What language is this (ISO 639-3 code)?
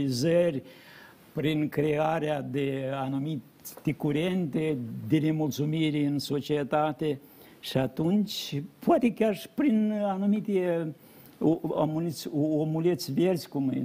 ron